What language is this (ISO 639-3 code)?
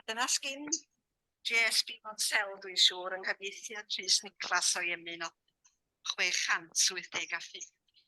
cym